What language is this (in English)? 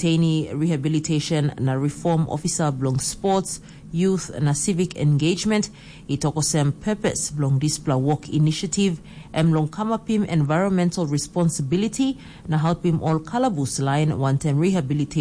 Tok Pisin